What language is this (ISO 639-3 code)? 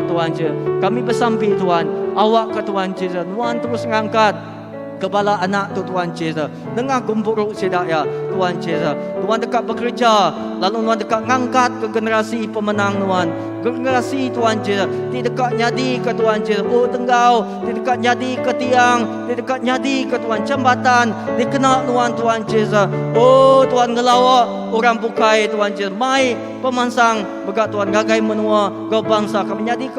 iba